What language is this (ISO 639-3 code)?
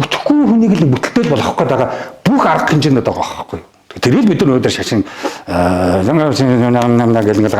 mon